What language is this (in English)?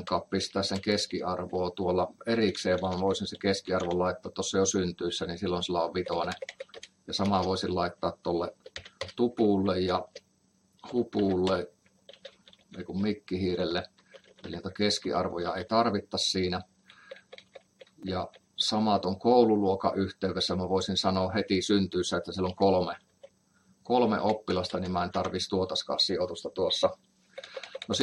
Finnish